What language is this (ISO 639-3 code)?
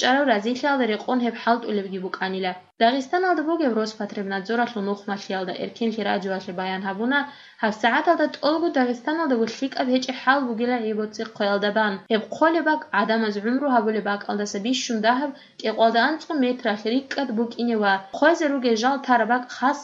ava